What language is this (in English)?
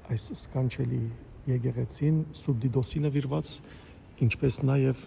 Western Armenian